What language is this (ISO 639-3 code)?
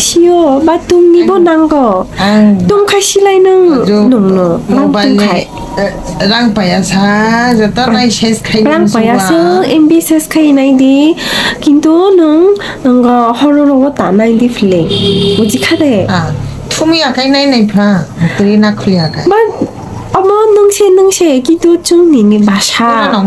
trp